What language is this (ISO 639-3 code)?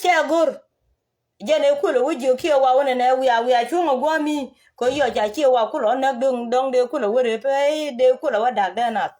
nus